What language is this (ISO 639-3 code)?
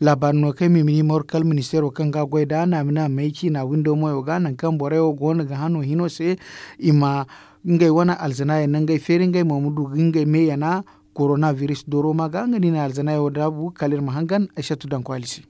dje